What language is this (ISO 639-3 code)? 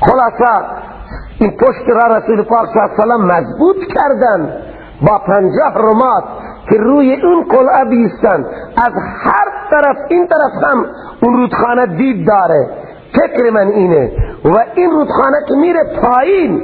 fas